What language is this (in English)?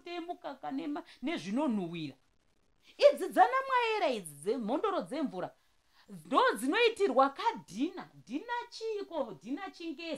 Shona